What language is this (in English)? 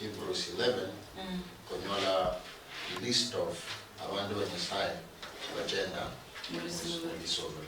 Luyia